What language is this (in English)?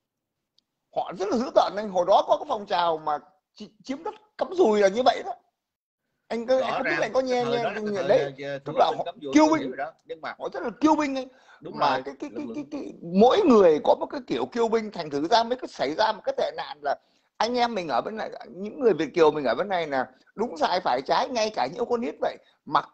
Vietnamese